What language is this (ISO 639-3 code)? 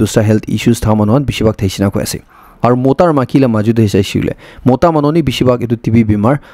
nag